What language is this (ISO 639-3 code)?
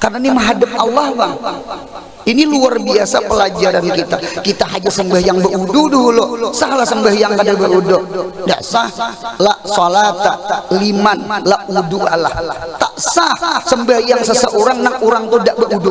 bjn